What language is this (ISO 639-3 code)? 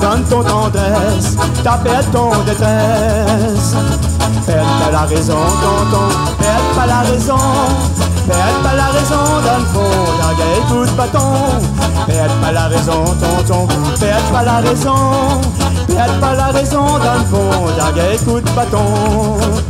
rcf